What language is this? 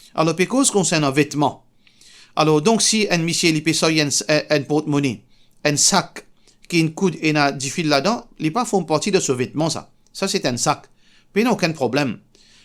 Morisyen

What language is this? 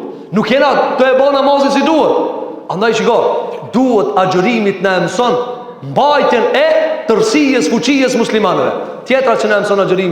Albanian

